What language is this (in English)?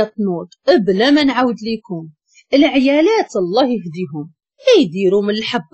Moroccan Arabic